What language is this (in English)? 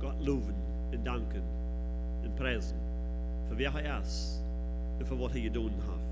Plautdietsch